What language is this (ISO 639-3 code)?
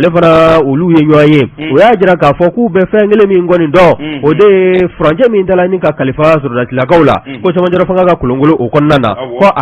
bam